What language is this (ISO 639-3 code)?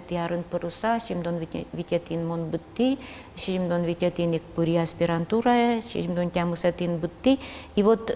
udm